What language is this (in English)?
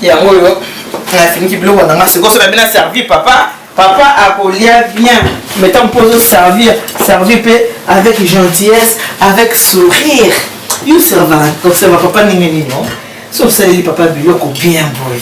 Lingala